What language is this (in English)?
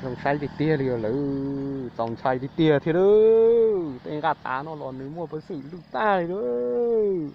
Hmong